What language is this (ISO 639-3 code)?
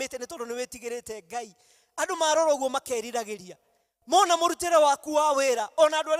kik